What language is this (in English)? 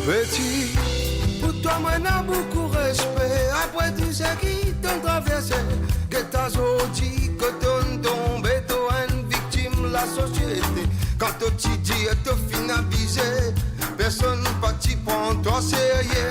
Morisyen